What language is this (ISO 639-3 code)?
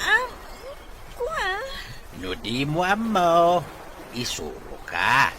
ilo